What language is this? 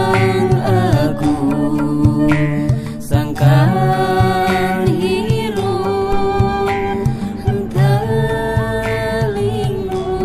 Sundanese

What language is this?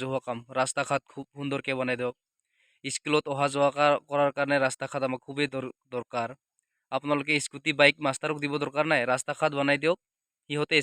Assamese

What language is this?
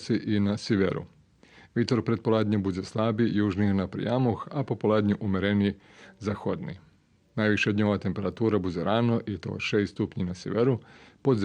Rusyn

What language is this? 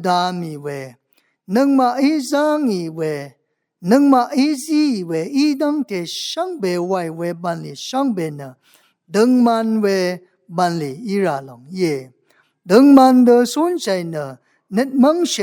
Rawang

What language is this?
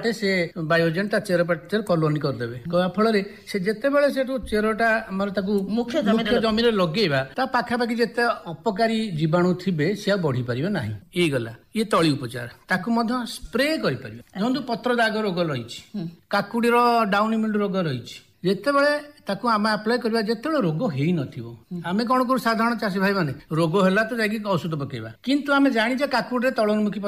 Odia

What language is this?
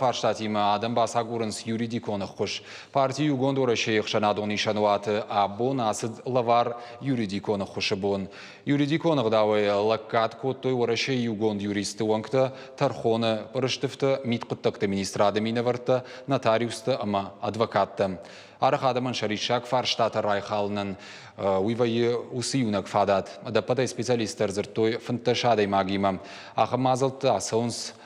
Ossetic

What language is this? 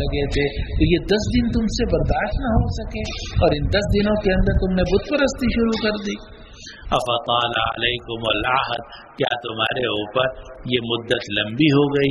Urdu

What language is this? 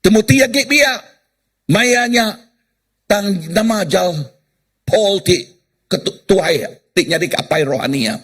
Iban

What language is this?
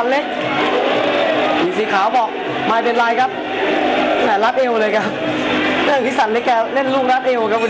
Thai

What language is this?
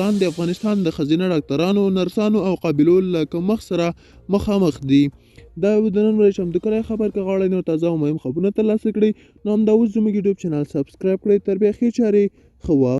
Pashto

